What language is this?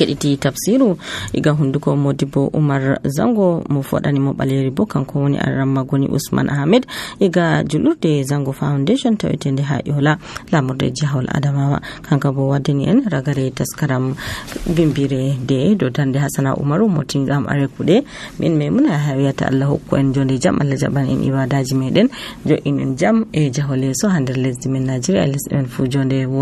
Nigerian Fulfulde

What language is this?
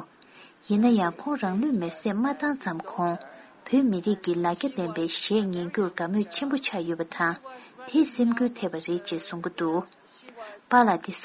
Tibetan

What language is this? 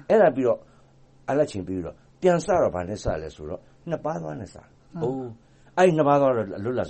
Burmese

